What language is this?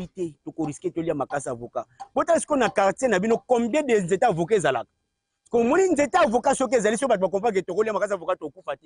Lingala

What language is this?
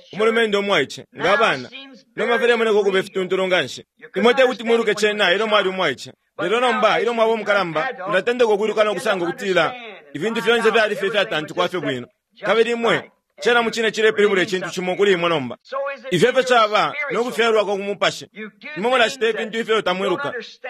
Bemba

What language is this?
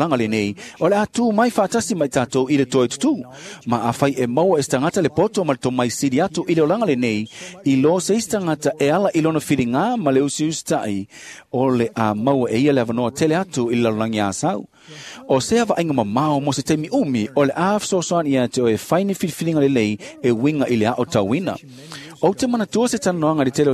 Samoan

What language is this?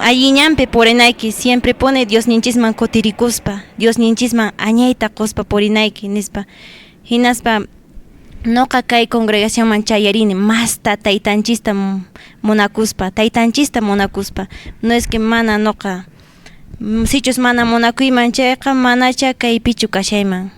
Quechua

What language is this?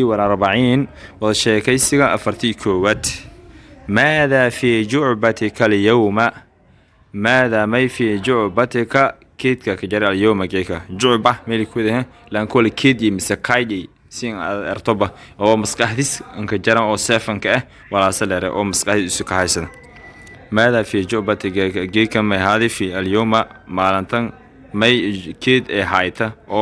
Somali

